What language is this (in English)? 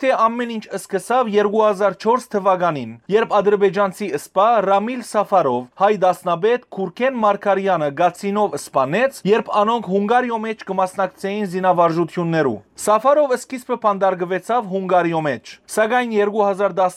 Western Armenian